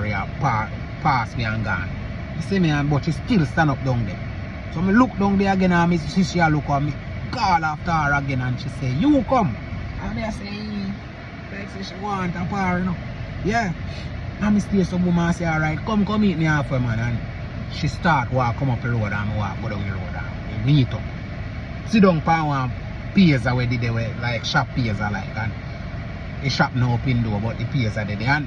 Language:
Jamaican Creole English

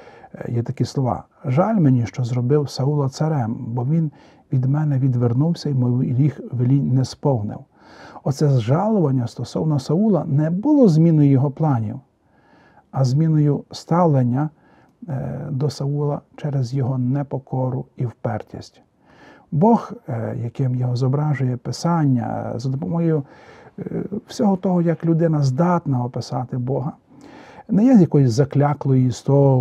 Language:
Ukrainian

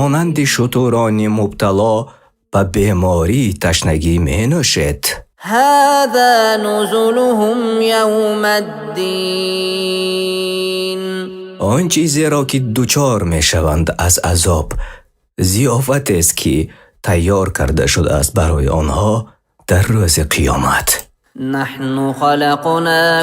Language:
Persian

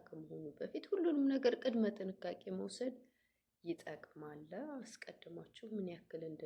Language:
Amharic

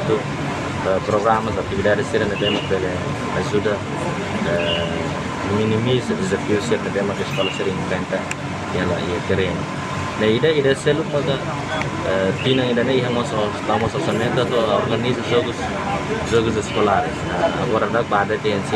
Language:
Tetum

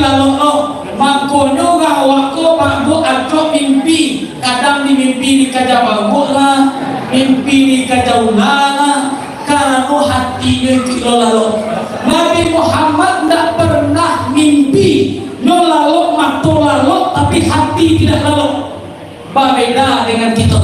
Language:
Minangkabau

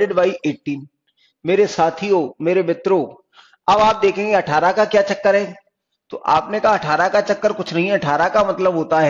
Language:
Hindi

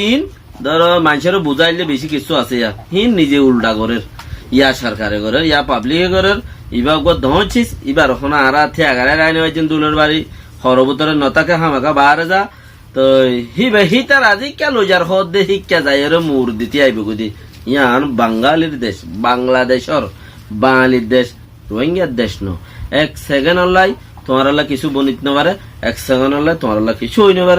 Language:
Rohingya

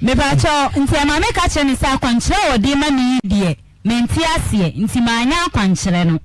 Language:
Akan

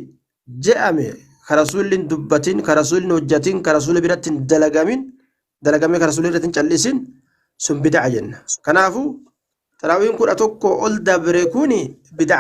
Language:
Oromo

